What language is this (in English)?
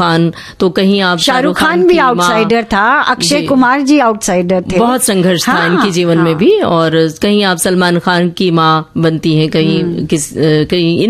Hindi